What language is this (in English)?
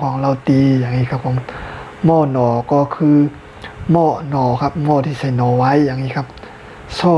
Shan